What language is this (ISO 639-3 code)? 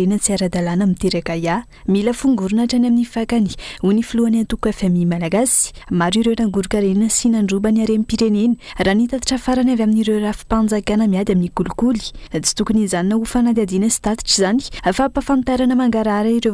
mlg